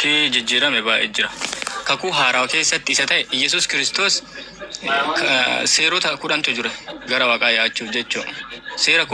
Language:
Oromo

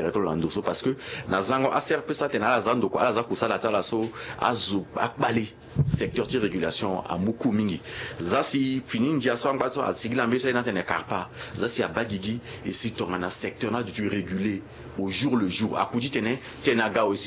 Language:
Sango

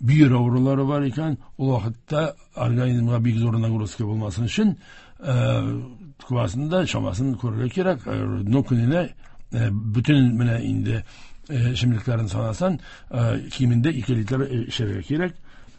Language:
Tatar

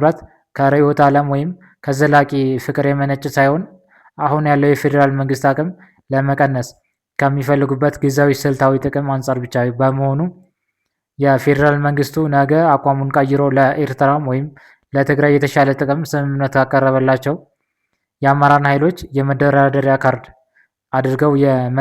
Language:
Amharic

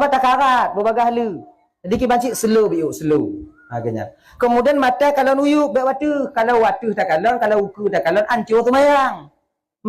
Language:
Achinese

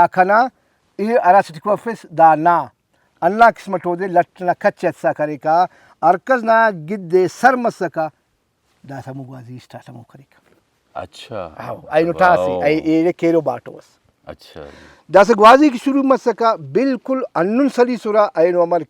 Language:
Brahui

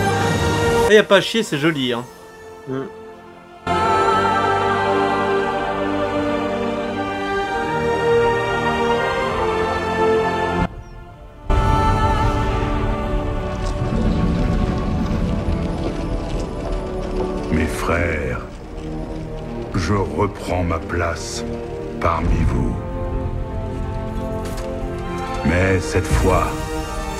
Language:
French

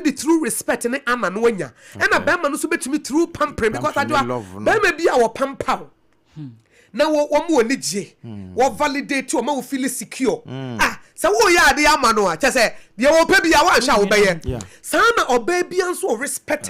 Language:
Akan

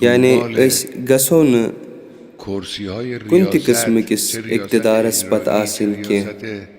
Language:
Kashmiri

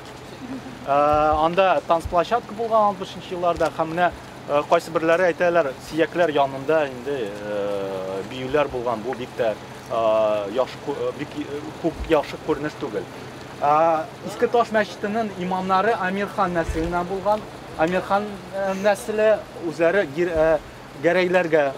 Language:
Tatar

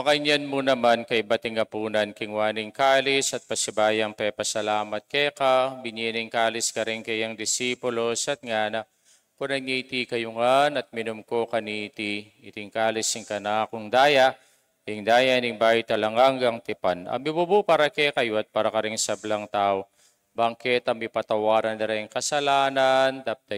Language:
Pampanga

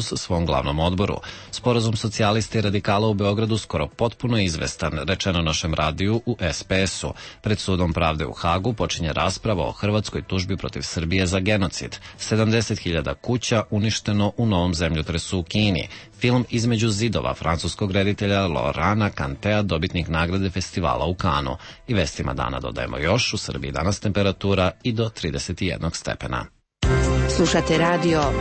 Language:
Serbian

